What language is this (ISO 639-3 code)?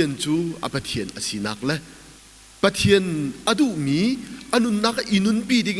cnh